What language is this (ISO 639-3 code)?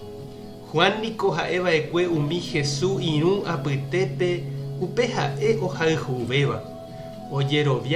grn